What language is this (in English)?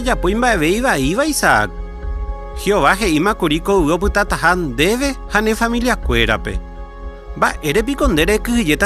Guarani